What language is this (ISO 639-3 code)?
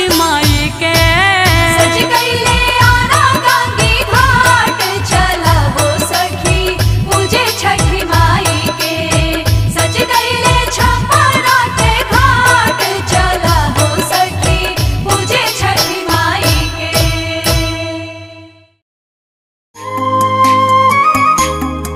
bho